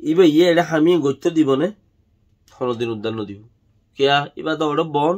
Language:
Rohingya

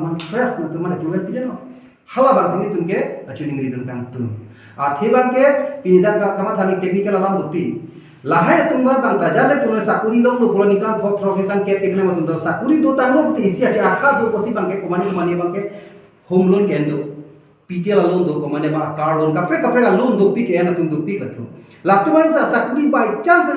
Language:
Karbi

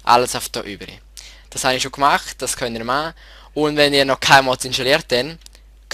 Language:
Swiss German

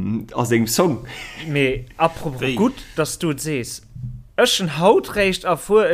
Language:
Luxembourgish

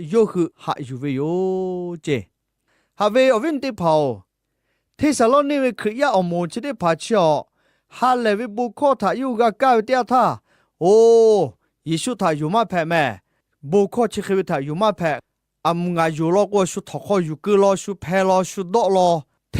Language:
Lahu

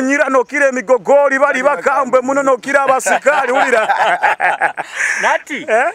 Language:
Nyoro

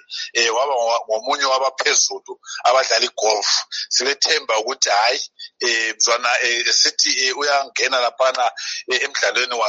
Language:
North Ndebele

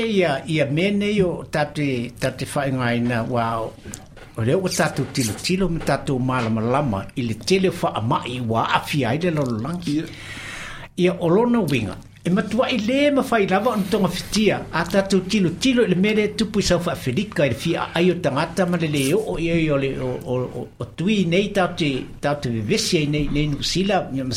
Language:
Samoan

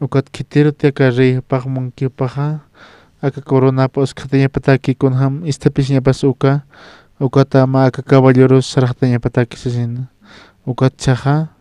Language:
Aymara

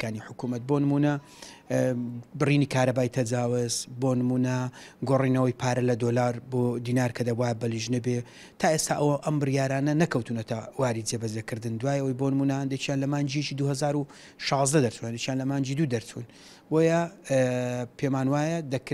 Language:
Central Kurdish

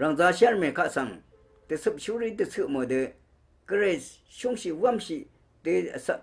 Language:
Rawang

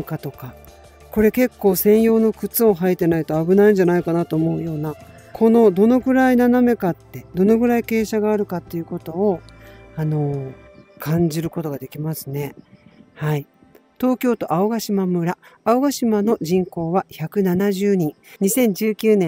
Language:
Japanese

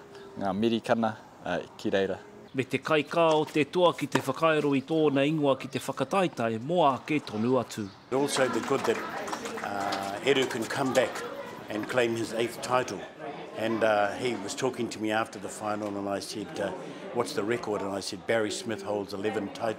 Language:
Māori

